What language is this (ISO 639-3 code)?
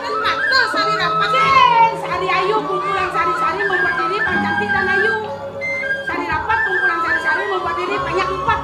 ban